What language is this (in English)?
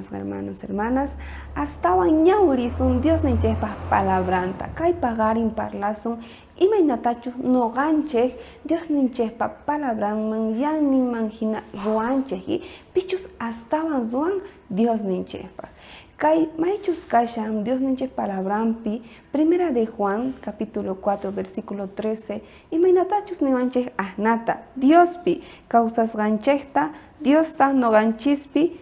South Bolivian Quechua